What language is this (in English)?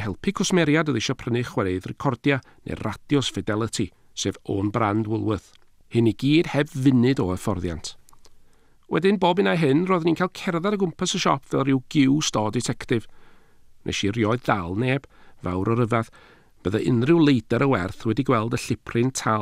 Welsh